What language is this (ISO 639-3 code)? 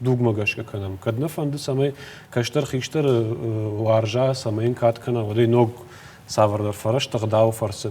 oss